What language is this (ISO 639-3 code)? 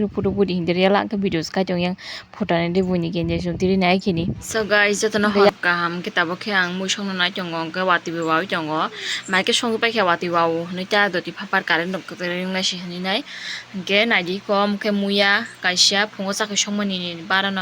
trp